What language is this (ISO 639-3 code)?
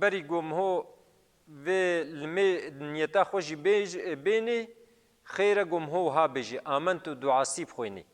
kur